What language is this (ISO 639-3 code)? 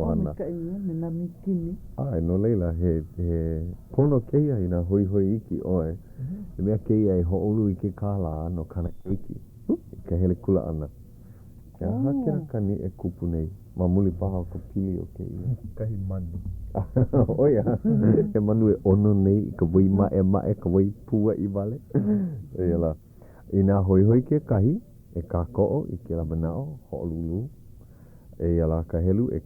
haw